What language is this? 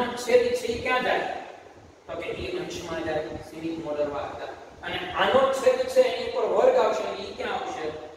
Gujarati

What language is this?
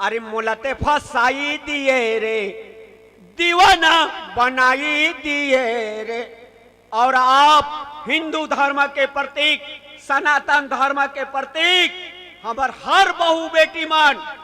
Chhattisgarhi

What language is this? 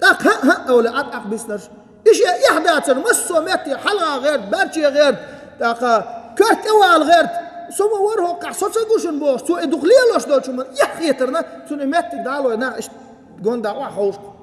Chechen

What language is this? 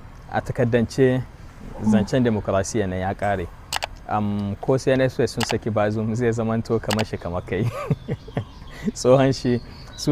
Hausa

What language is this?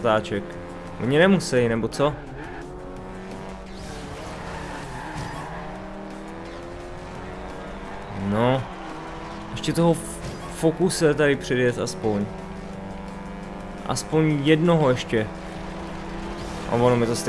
Czech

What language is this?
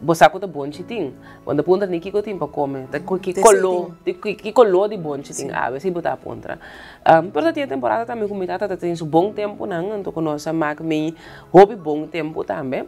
Papiamento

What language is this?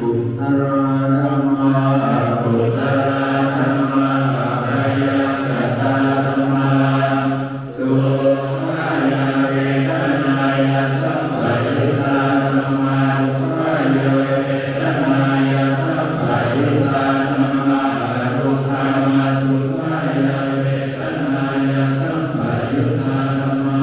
Pali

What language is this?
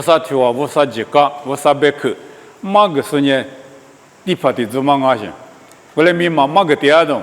Lisu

